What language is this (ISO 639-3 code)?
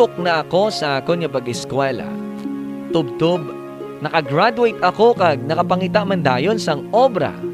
hil